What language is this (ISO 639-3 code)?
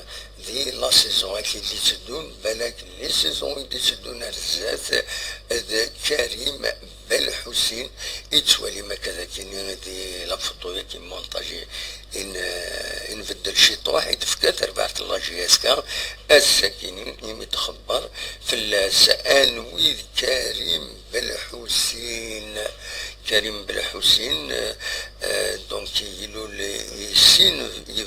kab